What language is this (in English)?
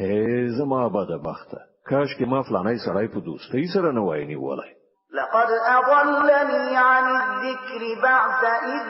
Pashto